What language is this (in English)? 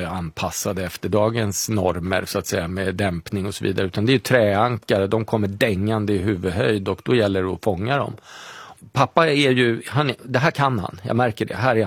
Swedish